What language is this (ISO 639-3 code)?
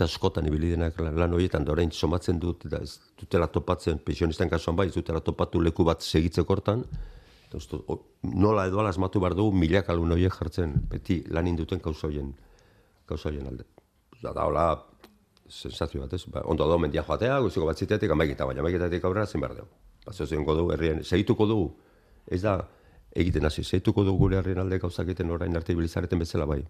eus